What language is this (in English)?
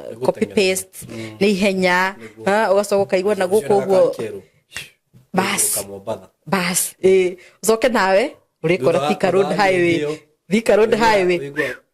Kikuyu